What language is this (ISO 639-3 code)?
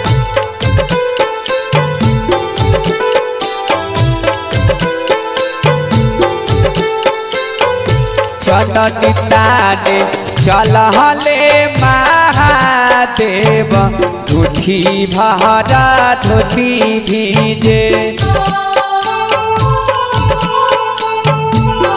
bho